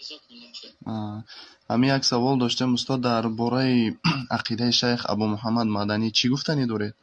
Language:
Persian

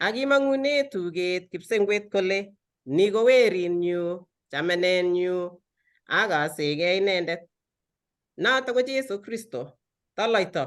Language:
Kalenjin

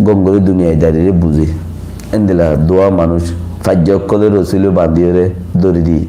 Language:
Rohingya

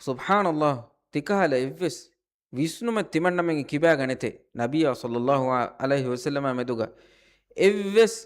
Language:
Divehi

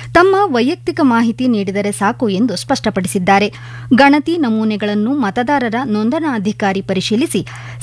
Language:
Kannada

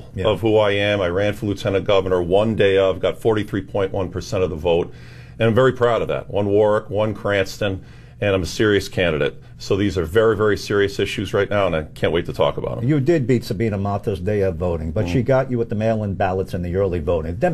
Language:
English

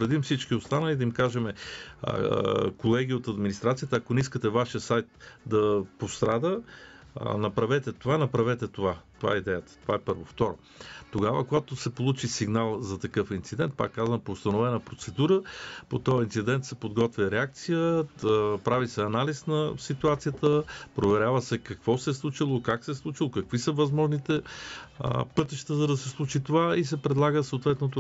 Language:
Bulgarian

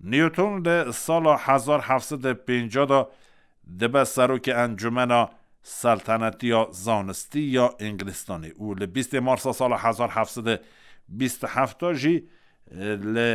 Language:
Kurdish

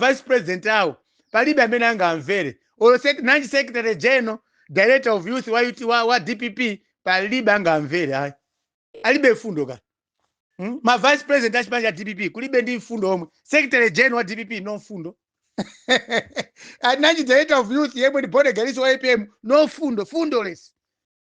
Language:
Nyanja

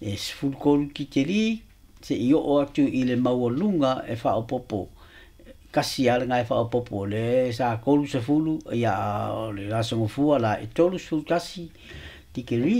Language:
Samoan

